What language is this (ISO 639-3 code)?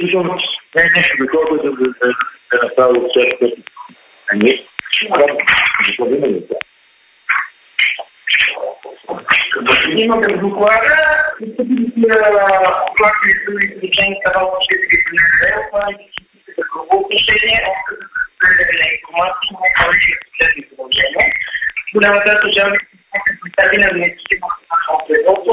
bul